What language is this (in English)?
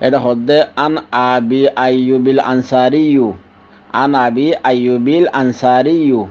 Rohingya